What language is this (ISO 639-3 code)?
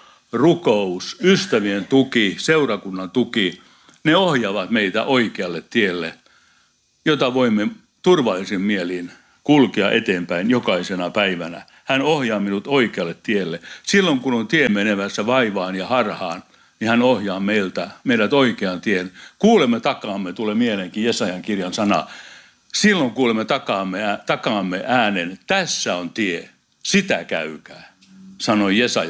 fin